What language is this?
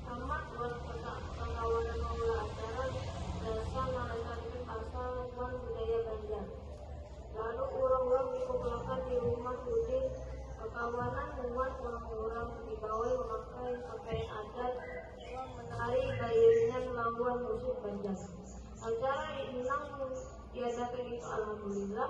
Banjar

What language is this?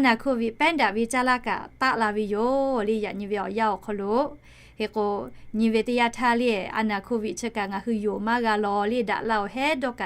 Lahu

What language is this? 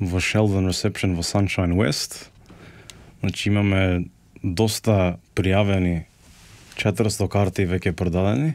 Macedonian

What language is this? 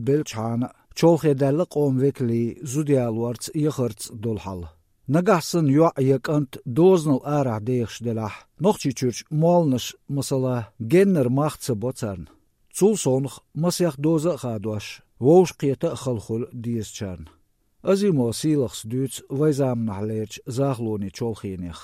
Chechen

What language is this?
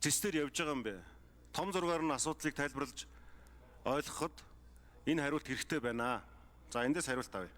Mongolian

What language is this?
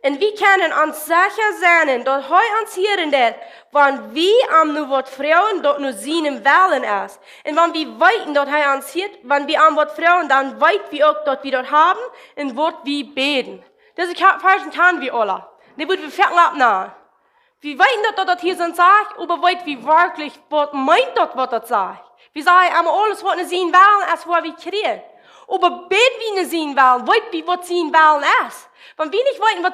Plautdietsch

